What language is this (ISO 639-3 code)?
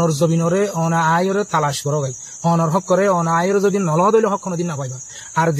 rhg